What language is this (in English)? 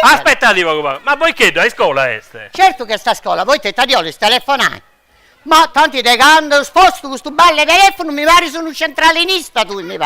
Sardinian